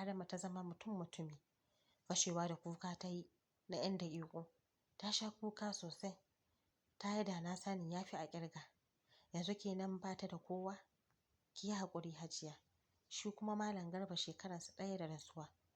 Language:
Hausa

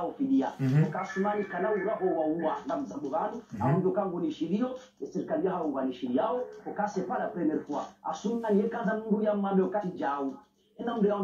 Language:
Swahili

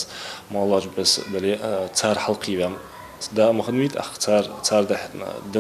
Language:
Ingush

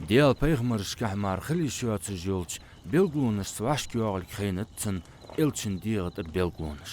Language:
Ingush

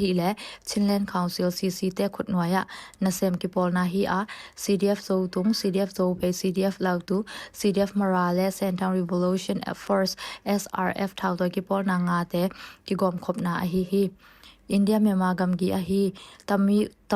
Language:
Tedim Chin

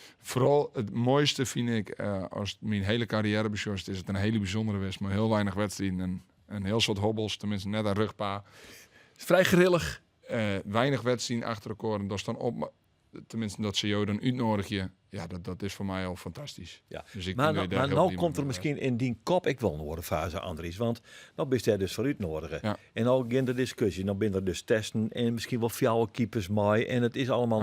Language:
Western Frisian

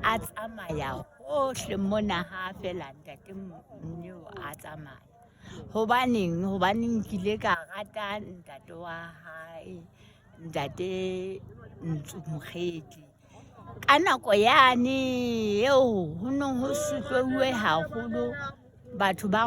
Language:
Southern Sotho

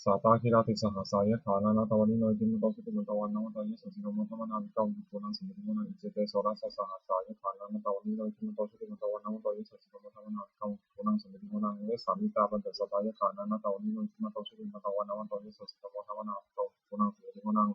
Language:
Pali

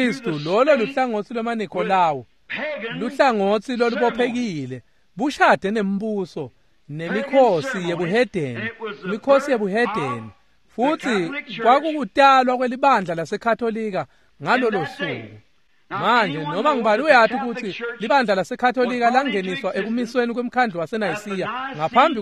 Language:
Swati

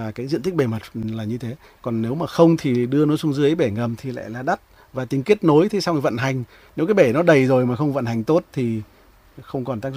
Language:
Vietnamese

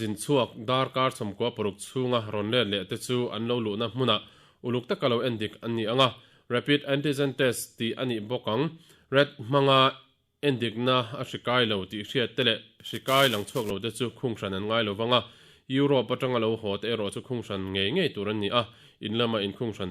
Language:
Mizo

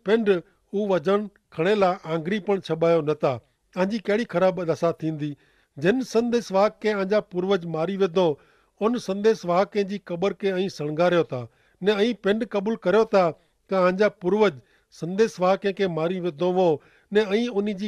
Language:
Kachhi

